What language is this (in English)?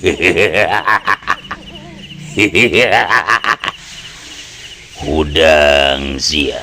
Sundanese